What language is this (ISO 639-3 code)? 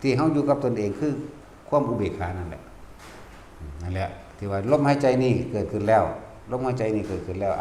lao